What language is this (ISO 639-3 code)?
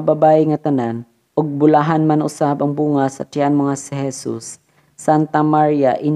ceb